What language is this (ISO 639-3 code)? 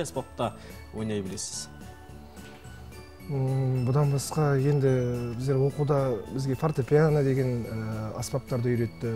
kaz